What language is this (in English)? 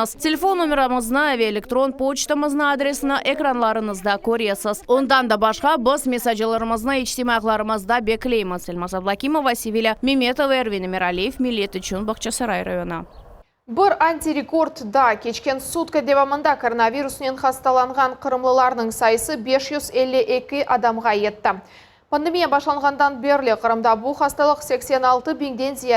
Crimean Tatar